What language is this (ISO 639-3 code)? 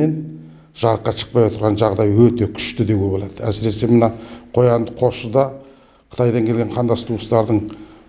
kaz